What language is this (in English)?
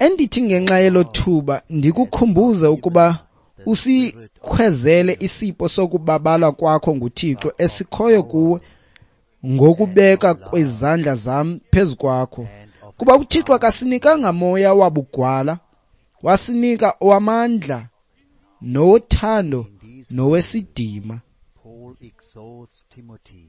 Xhosa